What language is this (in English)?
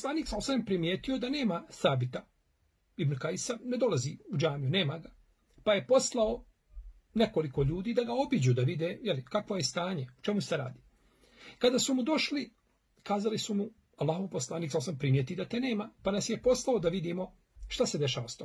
Bosnian